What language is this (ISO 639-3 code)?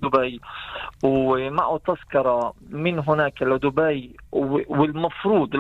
ara